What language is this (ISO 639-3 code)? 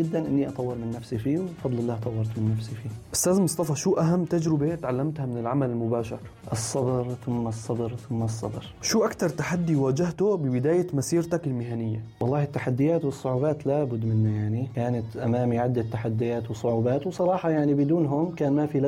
apc